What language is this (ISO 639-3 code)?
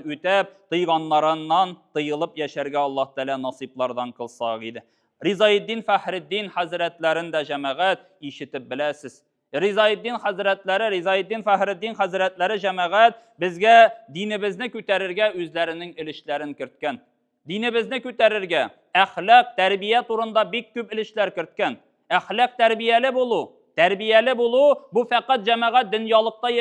tat